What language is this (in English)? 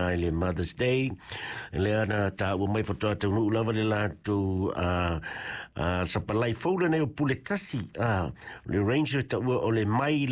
Samoan